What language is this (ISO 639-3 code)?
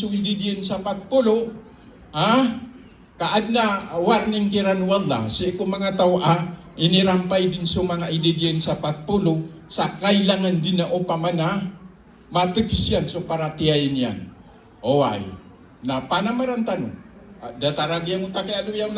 mrw